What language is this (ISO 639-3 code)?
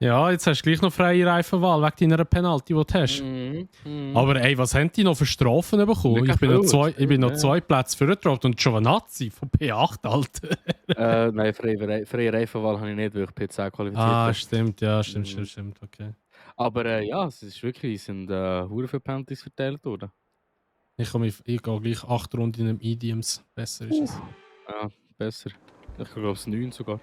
gsw